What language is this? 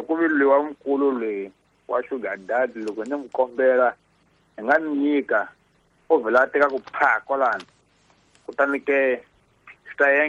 Tsonga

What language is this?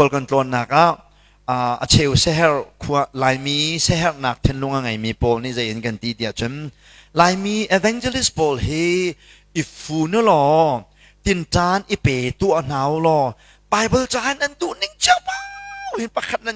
Hakha Chin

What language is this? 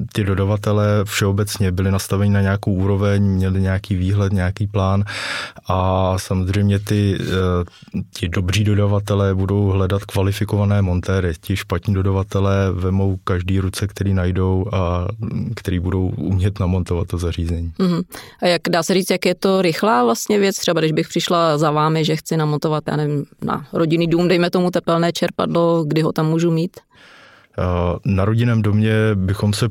Czech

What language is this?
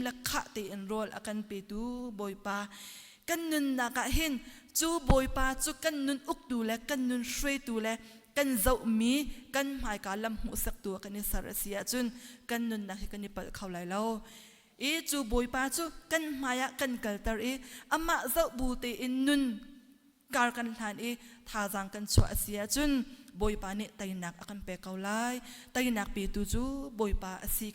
Hakha Chin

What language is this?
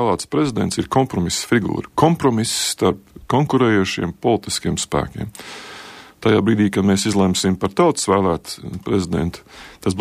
Latvian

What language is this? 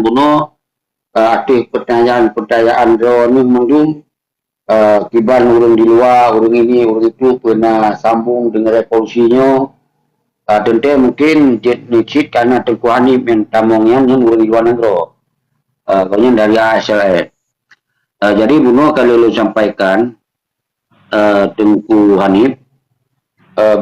Achinese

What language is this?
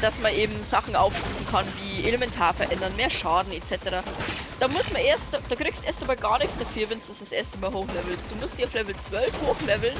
Bavarian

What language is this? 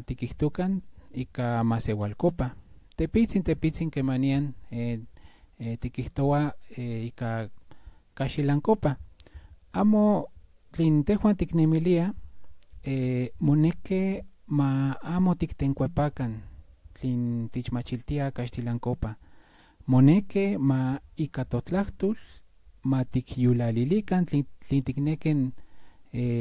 Central Nahuatl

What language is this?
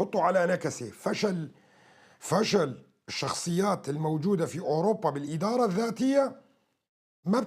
North Levantine Arabic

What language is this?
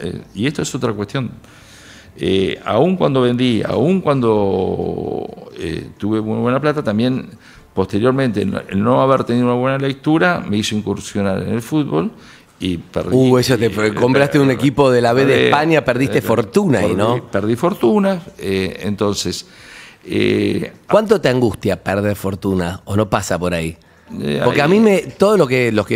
Spanish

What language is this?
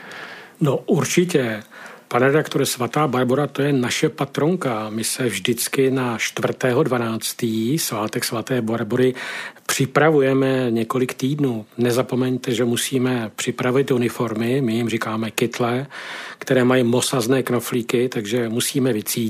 Czech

